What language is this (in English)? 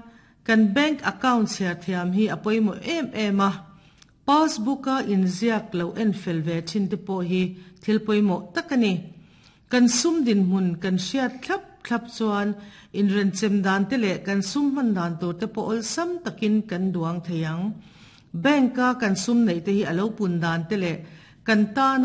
Mizo